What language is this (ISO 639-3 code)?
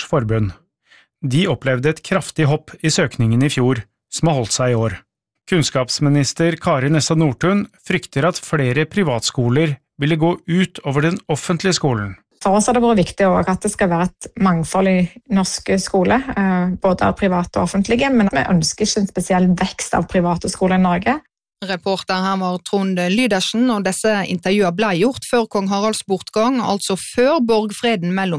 nor